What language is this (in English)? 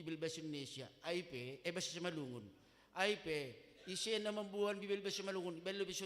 Batak Simalungun